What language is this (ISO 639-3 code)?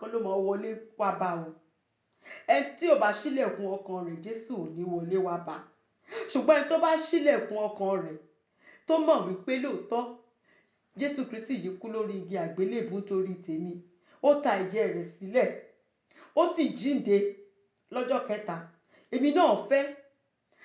yor